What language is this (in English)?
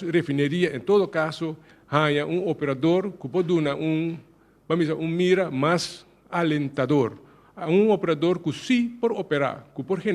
Papiamento